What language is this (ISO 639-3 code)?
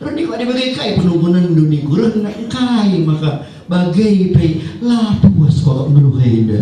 btx